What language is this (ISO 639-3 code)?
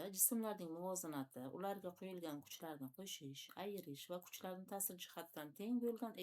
uzb